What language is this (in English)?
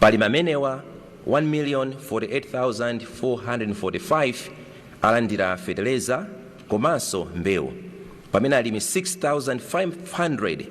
Nyanja